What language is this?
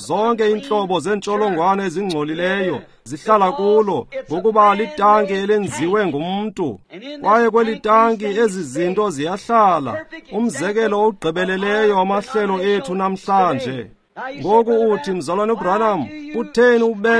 Xhosa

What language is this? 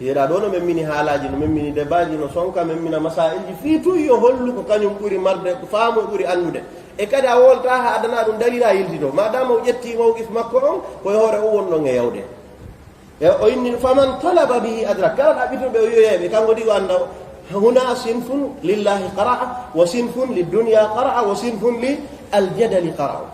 Fula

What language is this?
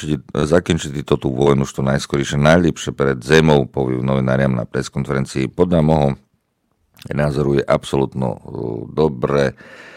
Slovak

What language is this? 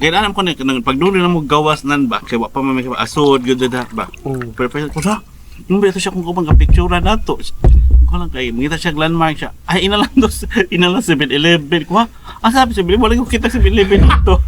Cebuano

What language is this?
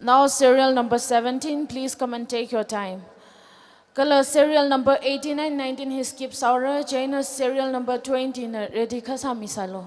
Tangkhul Naga (India)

